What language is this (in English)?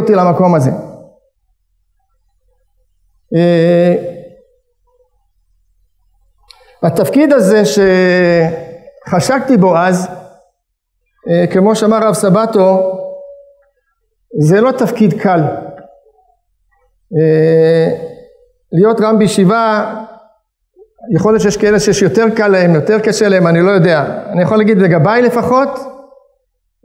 Hebrew